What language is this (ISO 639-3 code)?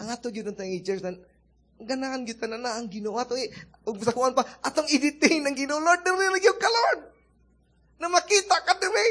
ceb